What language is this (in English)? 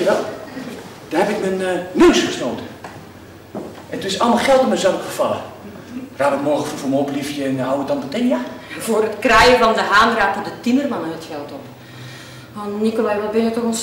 Dutch